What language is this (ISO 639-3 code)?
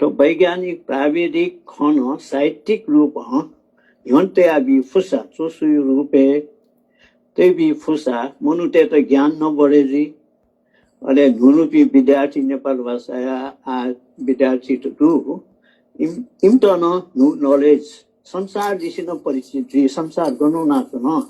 new